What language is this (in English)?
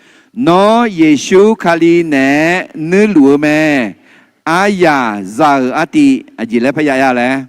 Akha